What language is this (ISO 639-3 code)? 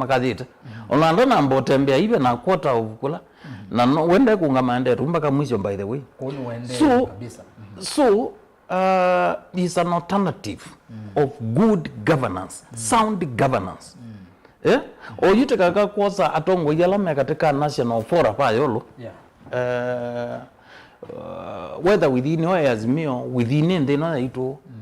kam